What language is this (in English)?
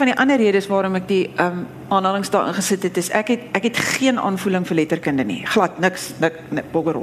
Afrikaans